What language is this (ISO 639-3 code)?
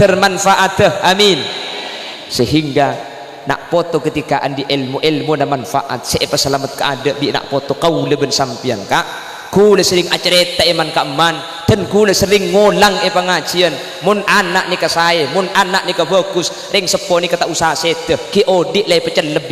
mad